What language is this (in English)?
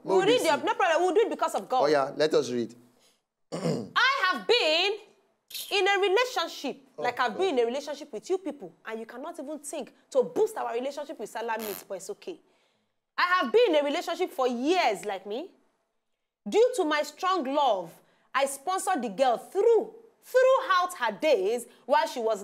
Nigerian Pidgin